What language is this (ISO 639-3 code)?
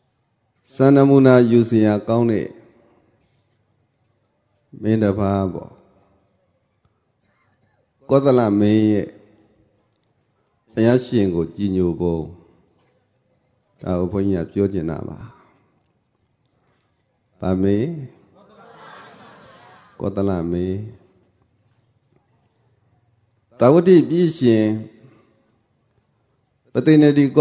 mya